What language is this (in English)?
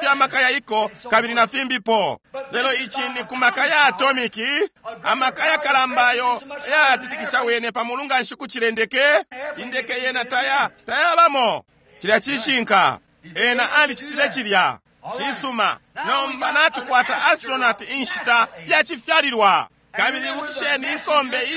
Bemba